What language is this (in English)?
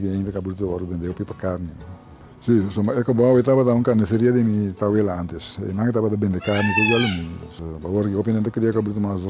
Papiamento